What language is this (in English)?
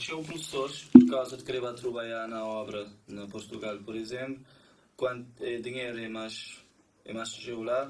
Kabuverdianu